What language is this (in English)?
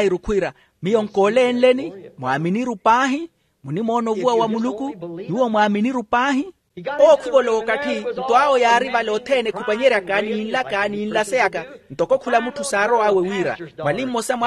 Makhuwa